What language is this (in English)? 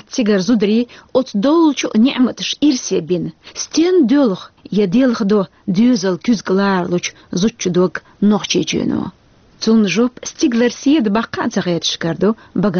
Chechen